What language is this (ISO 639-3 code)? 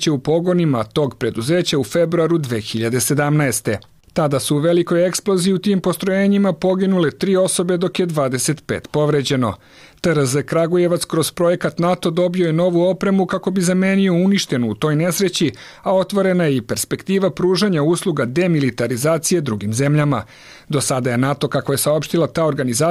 srp